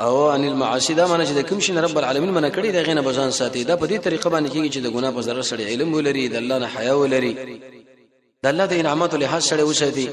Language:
Pashto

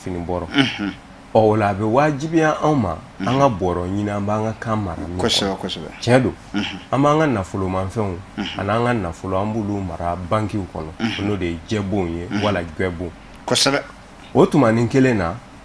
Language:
Bambara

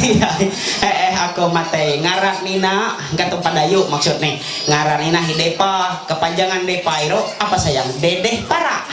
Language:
Ma'anyan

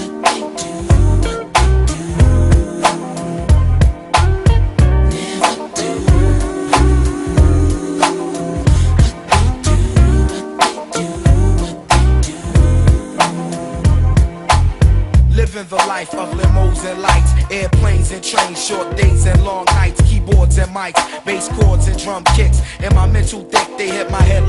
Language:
English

